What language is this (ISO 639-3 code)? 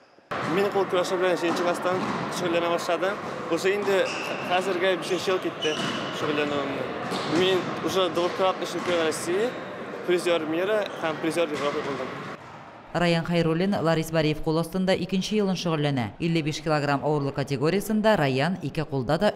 tat